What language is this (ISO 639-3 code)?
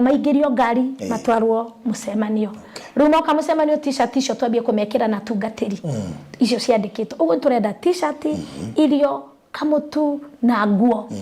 kik